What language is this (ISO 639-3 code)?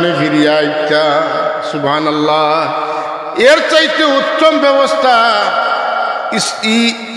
syl